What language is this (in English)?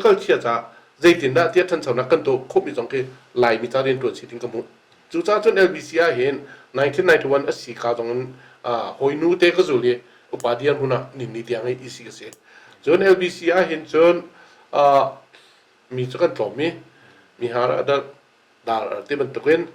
Hakha Chin